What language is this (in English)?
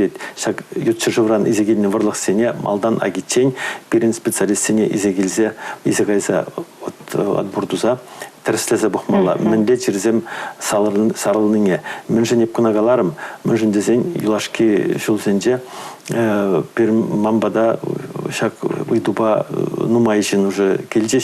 Chuvash